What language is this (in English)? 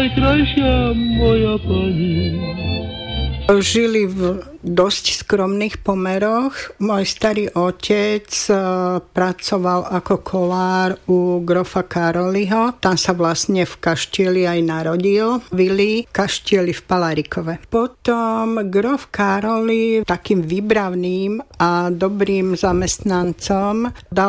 Slovak